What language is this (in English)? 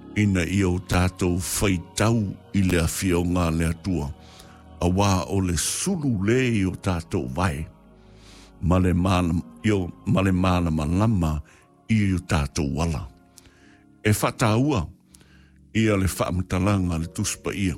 Samoan